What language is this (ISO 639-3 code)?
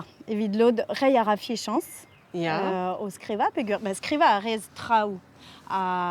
bre